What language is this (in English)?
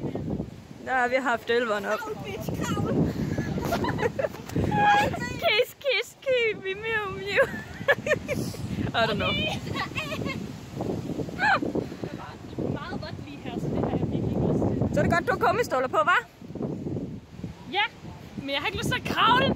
Danish